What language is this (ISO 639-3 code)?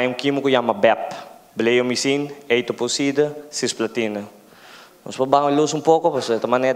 pap